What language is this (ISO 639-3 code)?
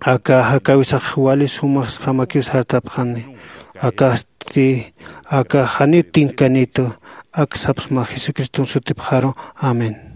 aym